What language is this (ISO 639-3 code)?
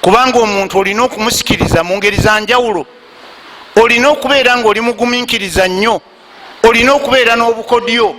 lug